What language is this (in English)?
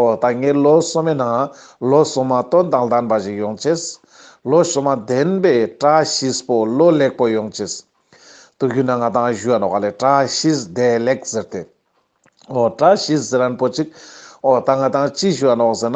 Ladakhi